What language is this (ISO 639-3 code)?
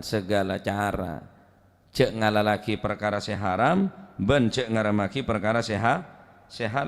mad